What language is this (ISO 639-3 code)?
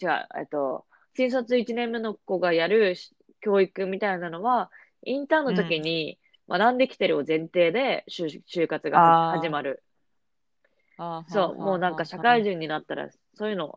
jpn